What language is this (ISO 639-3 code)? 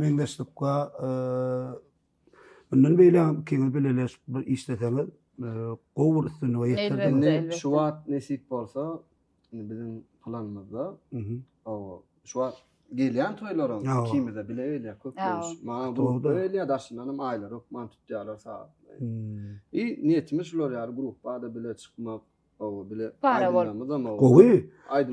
tuk